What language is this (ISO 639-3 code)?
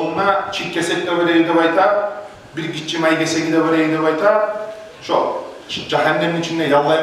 kum